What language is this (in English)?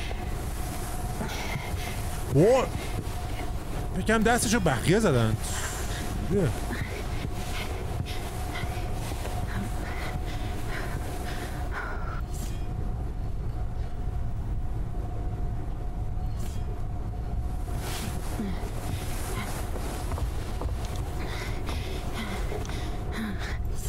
Persian